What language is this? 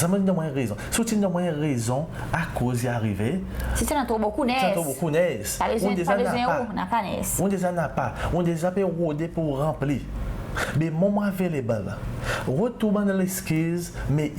Seselwa Creole French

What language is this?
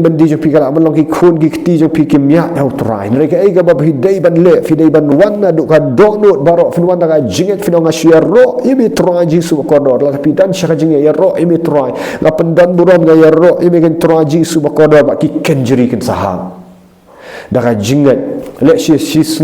Khasi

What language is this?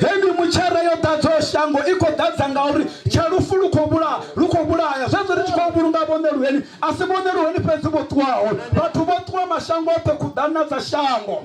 Venda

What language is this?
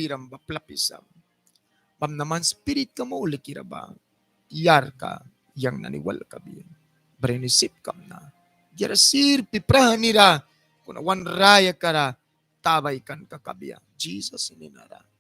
Mískito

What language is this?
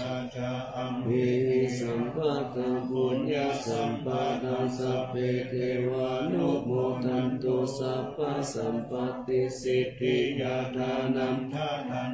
Pali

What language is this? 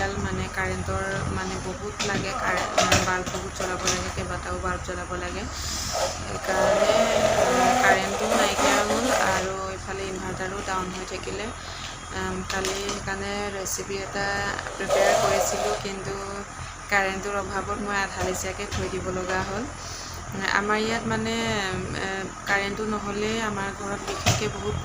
Assamese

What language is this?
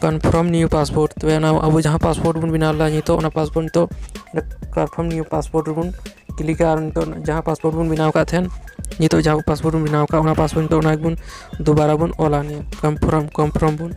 Santali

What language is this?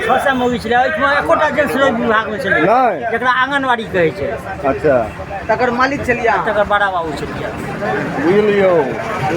Maithili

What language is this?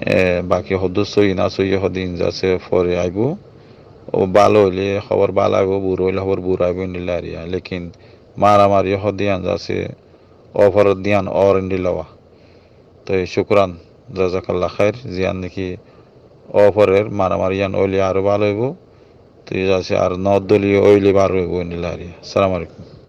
Rohingya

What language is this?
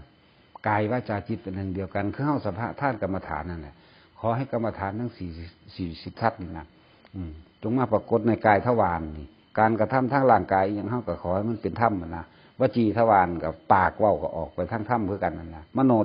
Northeastern Thai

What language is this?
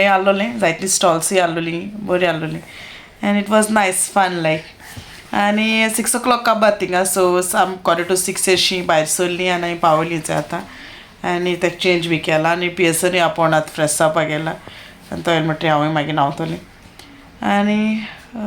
Konkani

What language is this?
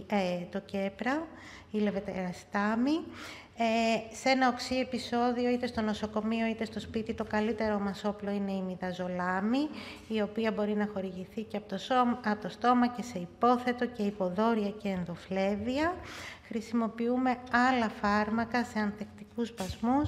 Greek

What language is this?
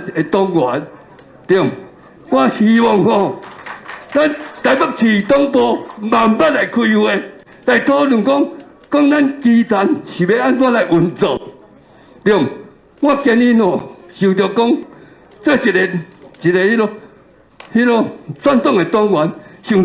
Min Nan Chinese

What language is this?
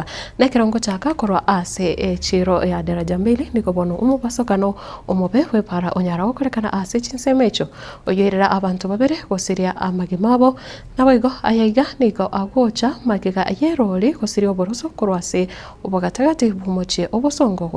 Gusii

